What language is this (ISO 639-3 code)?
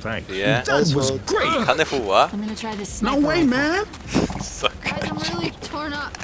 fao